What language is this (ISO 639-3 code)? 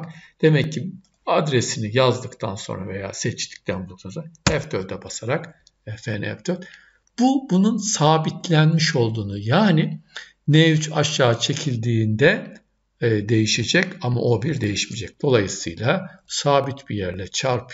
tur